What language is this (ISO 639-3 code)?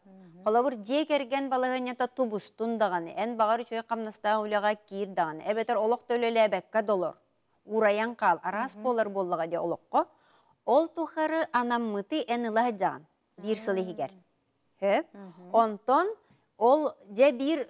sah